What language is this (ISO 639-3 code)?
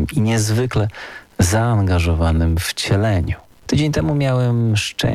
pol